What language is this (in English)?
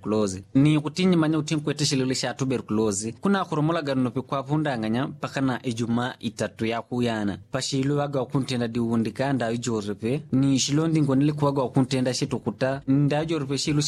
Yao